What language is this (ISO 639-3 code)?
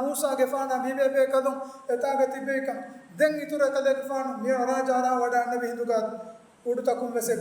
div